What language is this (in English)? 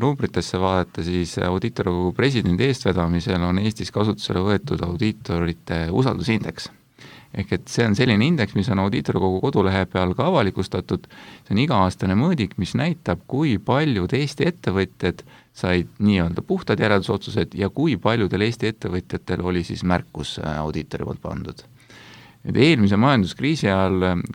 Estonian